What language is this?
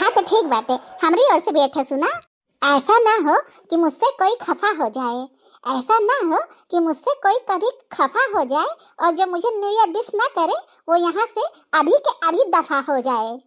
Bhojpuri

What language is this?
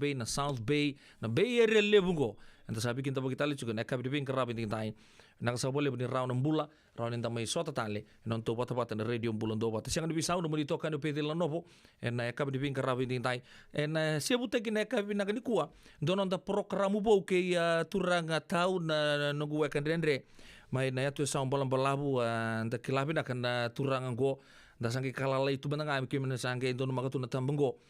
Fijian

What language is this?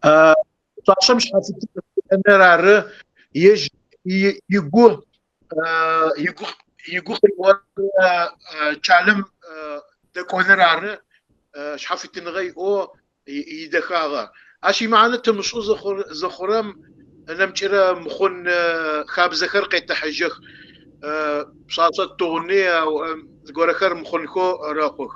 Kabardian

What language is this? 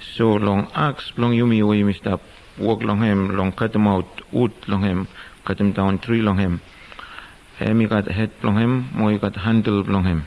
Bislama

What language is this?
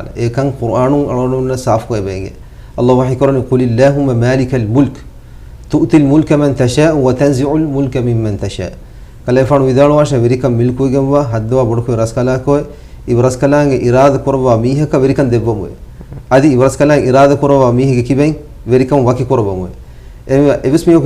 Divehi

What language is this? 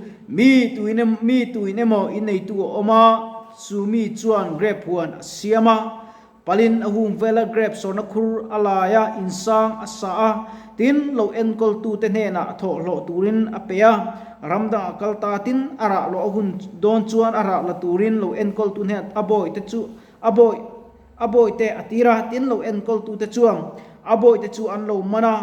Mizo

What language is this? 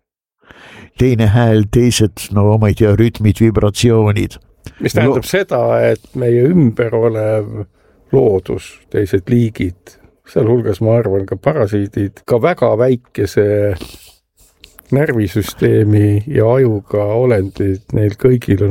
Estonian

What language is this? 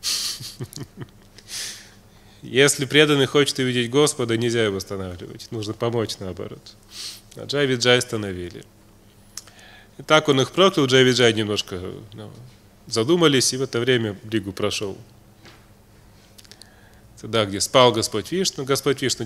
Russian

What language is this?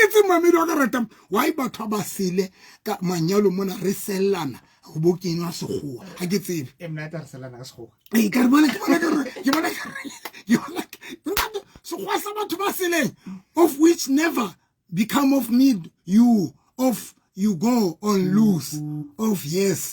Southern Sotho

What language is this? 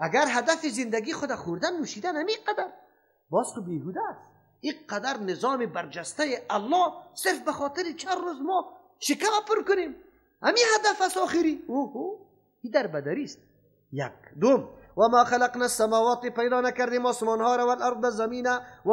Persian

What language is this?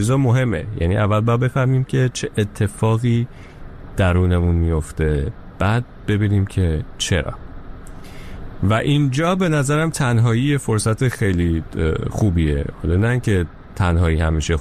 Persian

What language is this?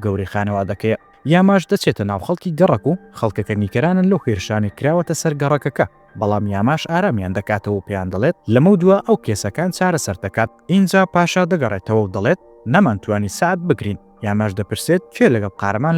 Central Kurdish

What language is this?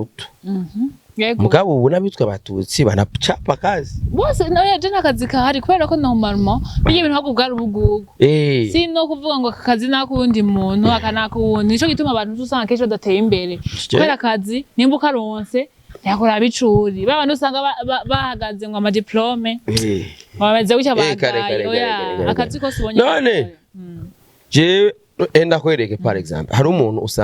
Rundi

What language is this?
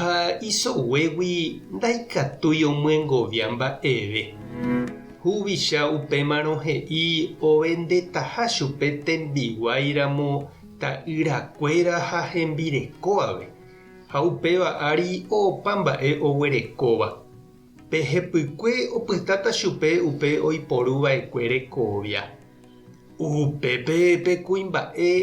Guarani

